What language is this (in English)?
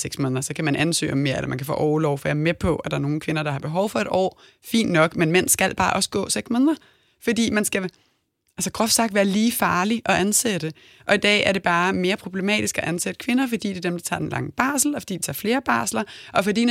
Danish